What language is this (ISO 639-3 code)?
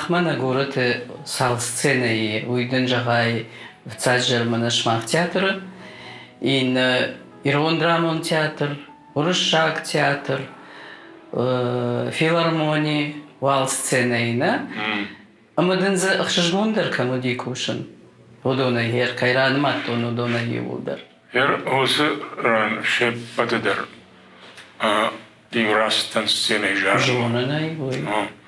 oss